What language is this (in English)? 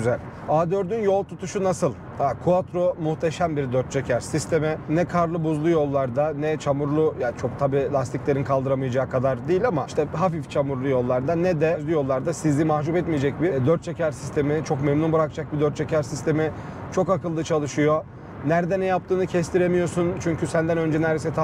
Turkish